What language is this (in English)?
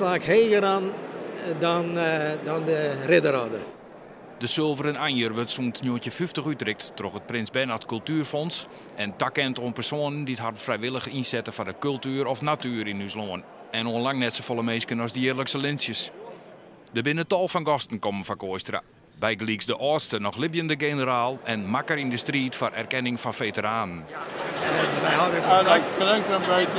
Western Frisian